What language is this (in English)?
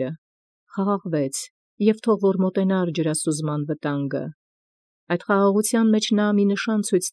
Armenian